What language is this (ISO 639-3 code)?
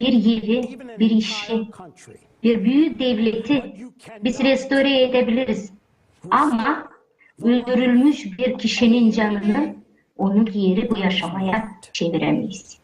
gag